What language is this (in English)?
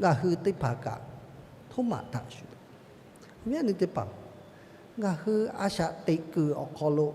Lahu